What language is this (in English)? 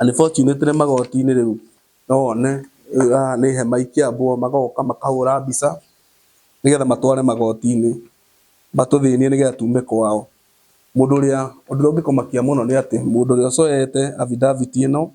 Kikuyu